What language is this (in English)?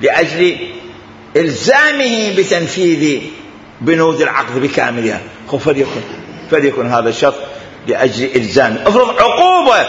Mesopotamian Arabic